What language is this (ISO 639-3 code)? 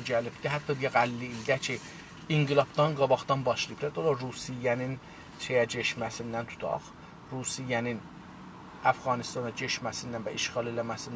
azb